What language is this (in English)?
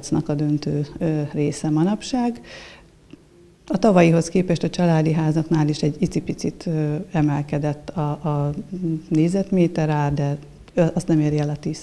Hungarian